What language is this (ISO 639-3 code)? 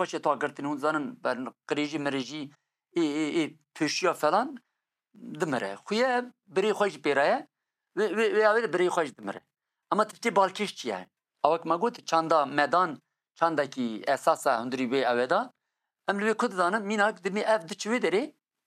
kur